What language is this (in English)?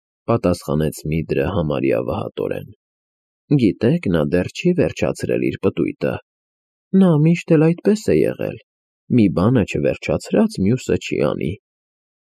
Armenian